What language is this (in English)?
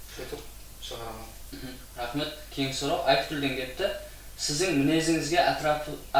Kara-Kalpak